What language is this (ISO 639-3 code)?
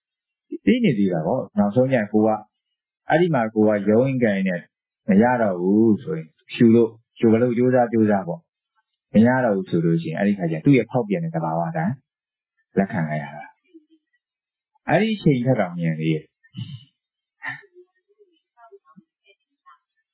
mya